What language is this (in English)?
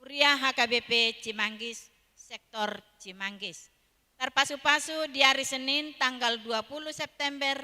Batak Toba